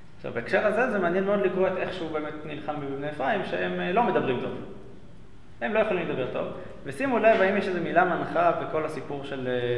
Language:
Hebrew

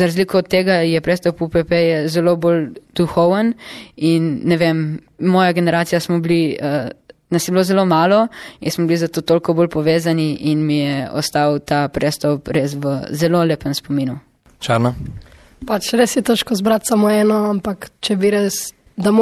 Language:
Slovenian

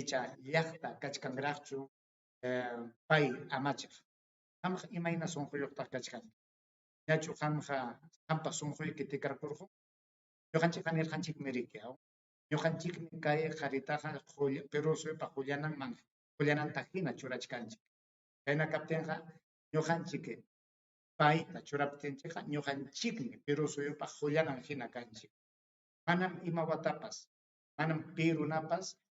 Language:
Ayacucho Quechua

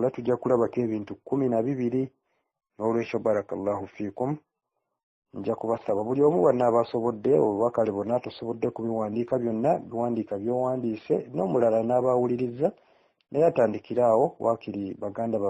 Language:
Ganda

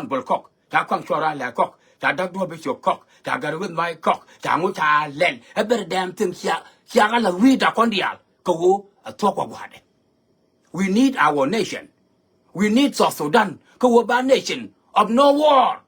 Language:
Nuer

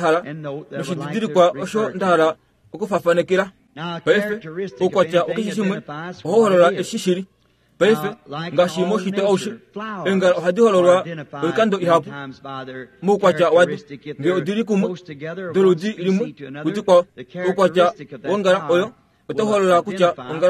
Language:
Kuanyama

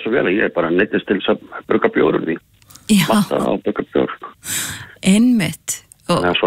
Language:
Icelandic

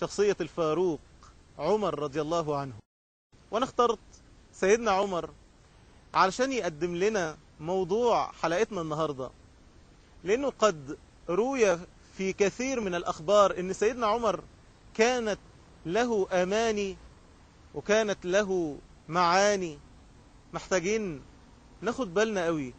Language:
Egyptian Arabic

